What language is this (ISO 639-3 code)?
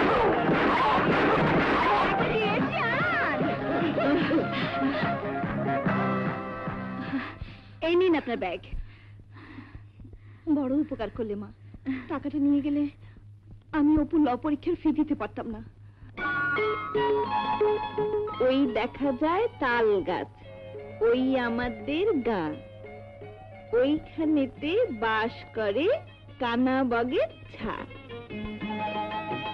ben